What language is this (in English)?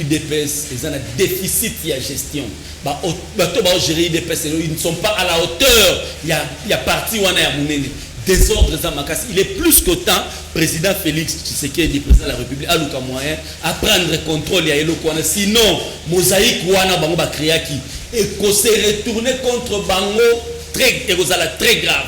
Lingala